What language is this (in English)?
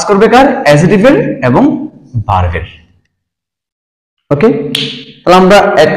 Bangla